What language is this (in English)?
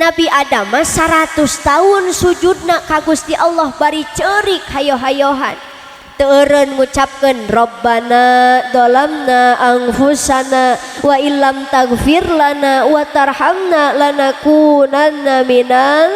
Sundanese